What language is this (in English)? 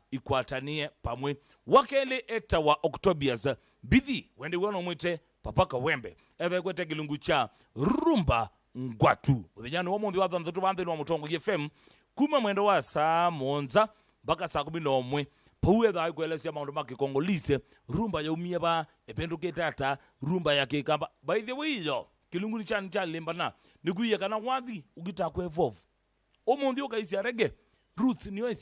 Kamba